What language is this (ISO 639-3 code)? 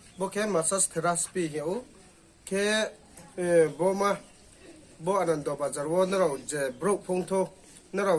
ria